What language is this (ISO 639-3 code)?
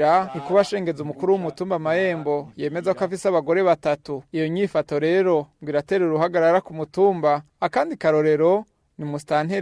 run